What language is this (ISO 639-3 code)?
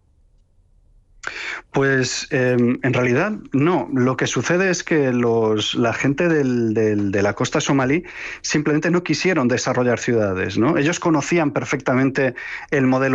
spa